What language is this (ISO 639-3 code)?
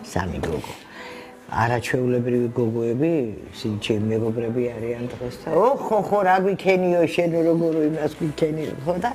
kat